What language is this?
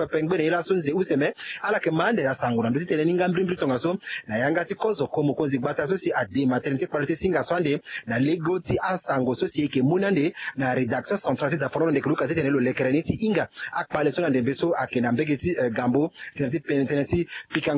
Sango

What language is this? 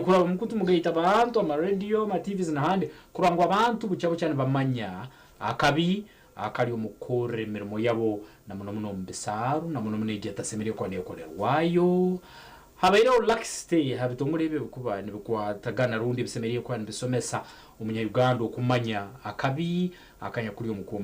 Nyankole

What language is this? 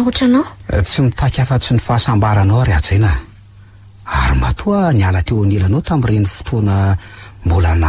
Malagasy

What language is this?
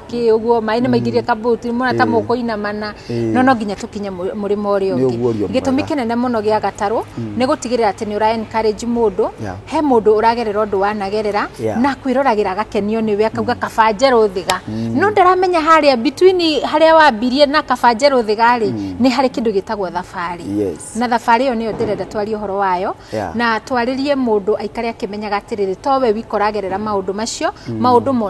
Kikuyu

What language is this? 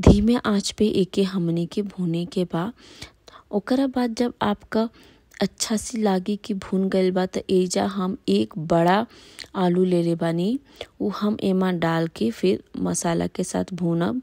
Bhojpuri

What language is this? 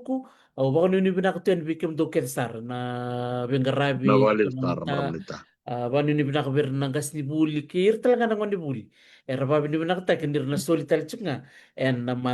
Fijian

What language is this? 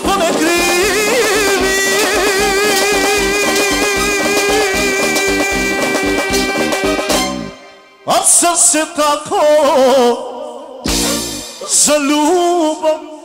Bulgarian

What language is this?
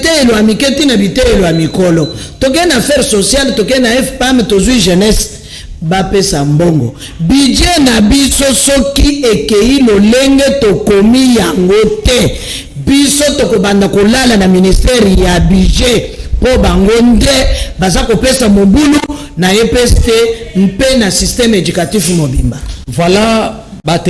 Lingala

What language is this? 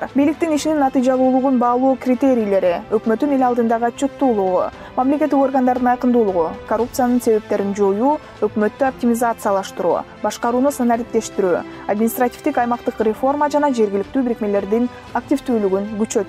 Kyrgyz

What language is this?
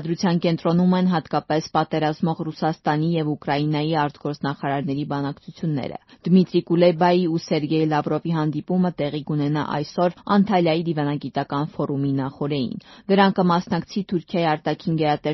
Armenian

